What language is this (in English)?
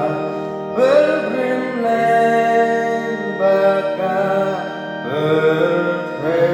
Khasi